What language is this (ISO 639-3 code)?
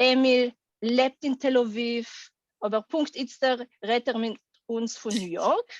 yid